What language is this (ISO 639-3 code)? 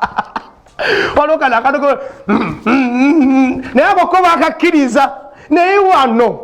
lug